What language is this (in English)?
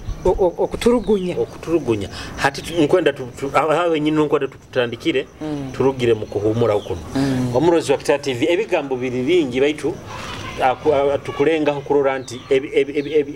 Nyoro